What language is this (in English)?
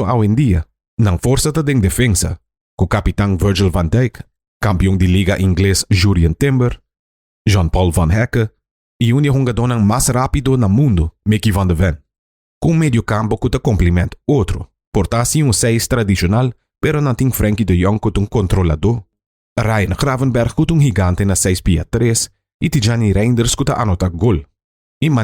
Papiamento